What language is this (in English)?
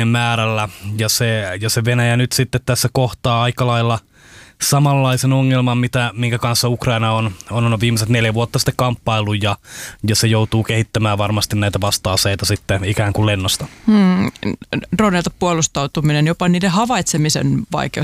Finnish